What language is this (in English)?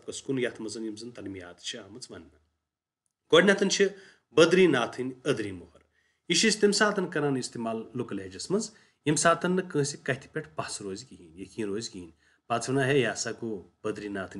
Kashmiri